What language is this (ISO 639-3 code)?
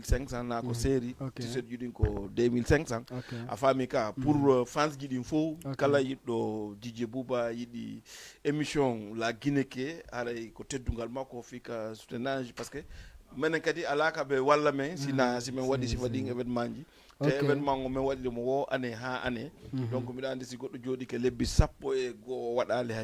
ful